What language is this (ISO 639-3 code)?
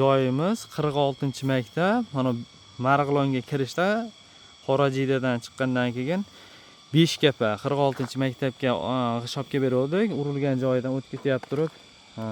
uzb